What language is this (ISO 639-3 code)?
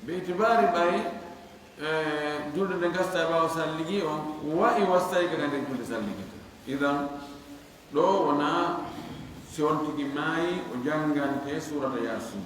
ful